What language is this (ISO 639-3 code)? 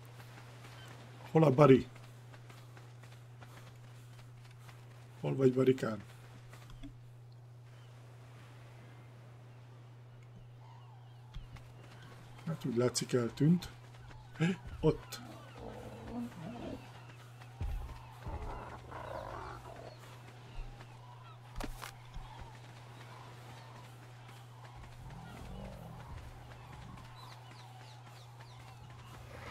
hun